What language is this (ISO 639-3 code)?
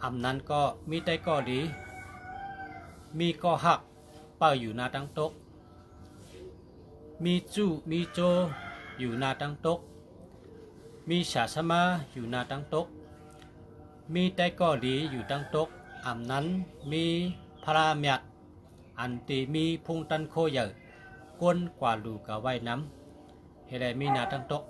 shn